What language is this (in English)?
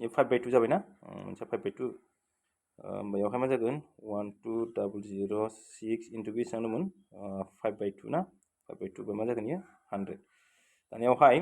Bodo